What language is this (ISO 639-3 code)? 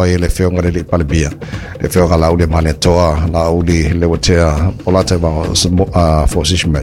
smo